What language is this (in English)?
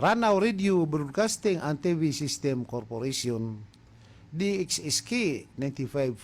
Maranao